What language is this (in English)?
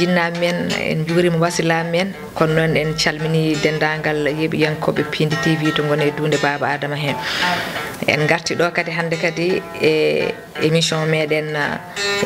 Fula